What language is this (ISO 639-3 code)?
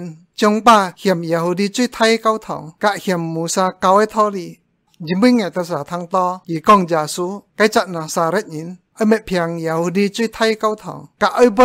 hak